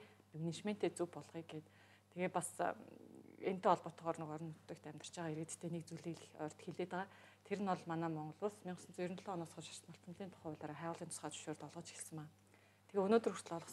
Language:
Mongolian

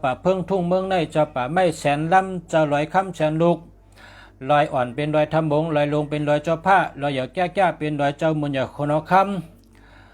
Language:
Shan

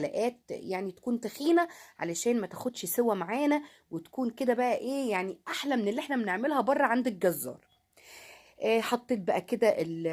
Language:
Egyptian Arabic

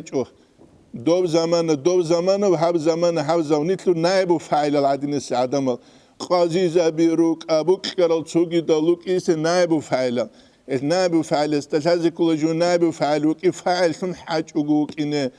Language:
Avaric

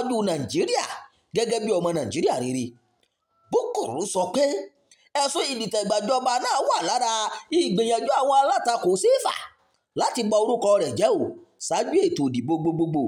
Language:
Yoruba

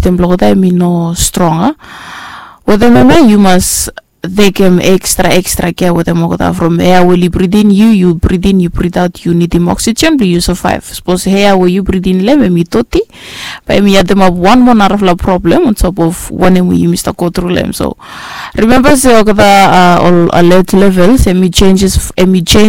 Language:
Bislama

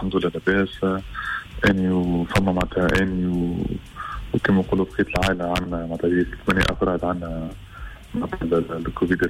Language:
Tunisian Arabic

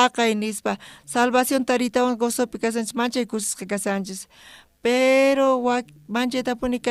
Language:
South Bolivian Quechua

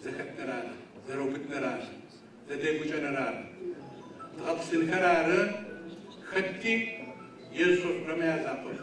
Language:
Adyghe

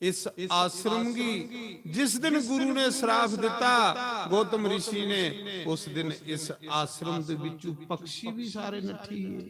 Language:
Dogri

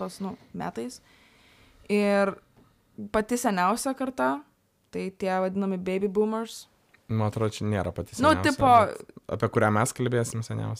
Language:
Lithuanian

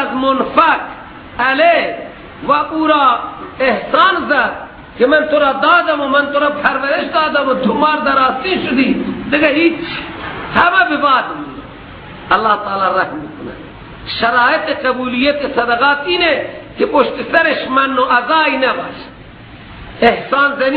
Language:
Persian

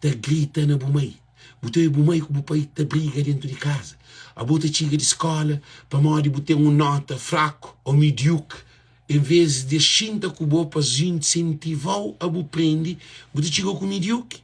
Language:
Kabuverdianu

